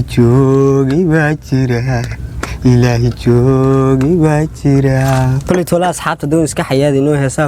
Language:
Somali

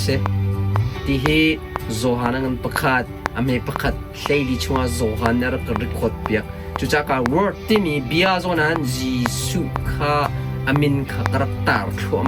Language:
Hakha Chin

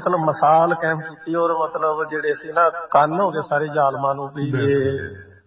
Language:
Punjabi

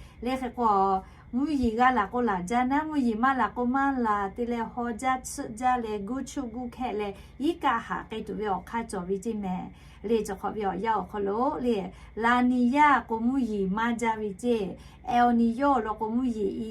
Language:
Lahu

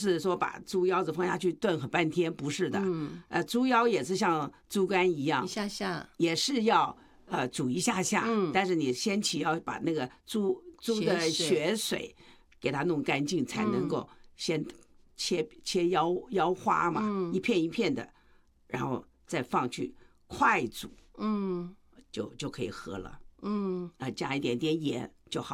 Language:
Chinese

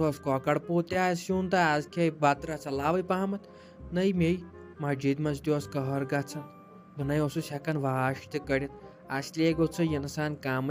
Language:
Kashmiri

